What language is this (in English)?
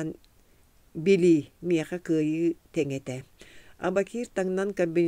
Yakut